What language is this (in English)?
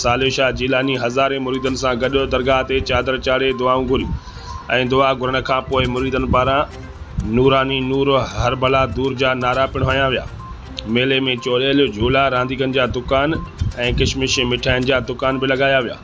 Sindhi